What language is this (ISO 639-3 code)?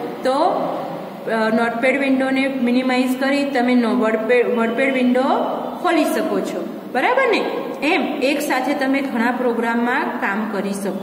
guj